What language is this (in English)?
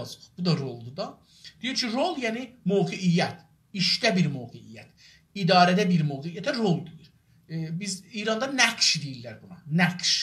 South Azerbaijani